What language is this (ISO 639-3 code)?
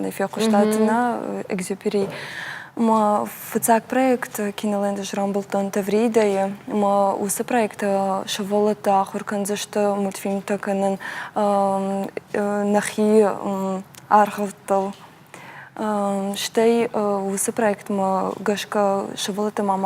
oss